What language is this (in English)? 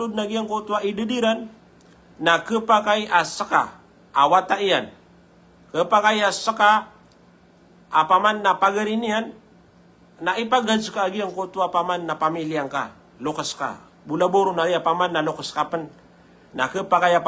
Maranao